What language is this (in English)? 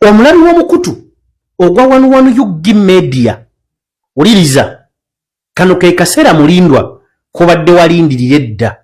Ganda